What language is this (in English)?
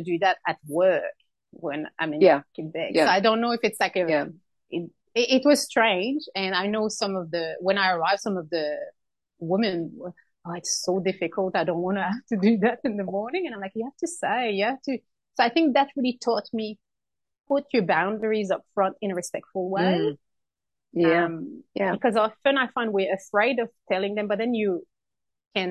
English